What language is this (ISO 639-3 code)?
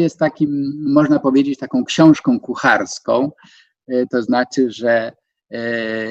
pol